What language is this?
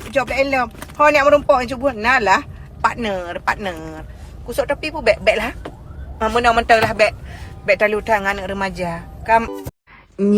Achinese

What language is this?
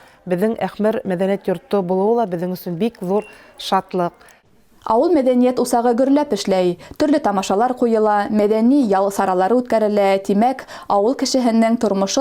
Bashkir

